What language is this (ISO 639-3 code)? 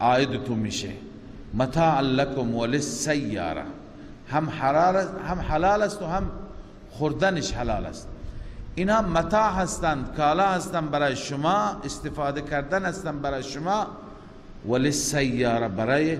fas